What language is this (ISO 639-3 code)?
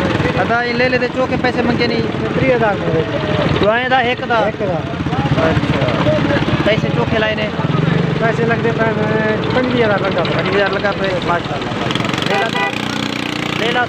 skr